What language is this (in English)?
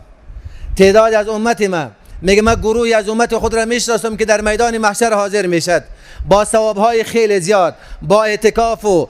Persian